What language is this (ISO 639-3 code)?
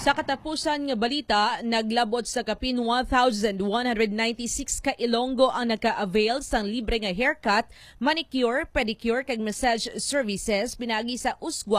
hil